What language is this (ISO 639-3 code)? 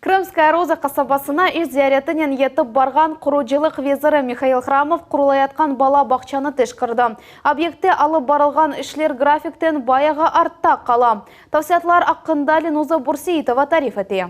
crh